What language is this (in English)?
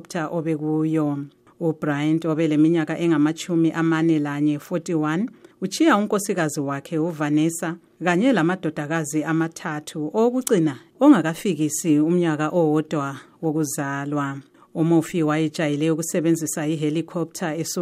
North Ndebele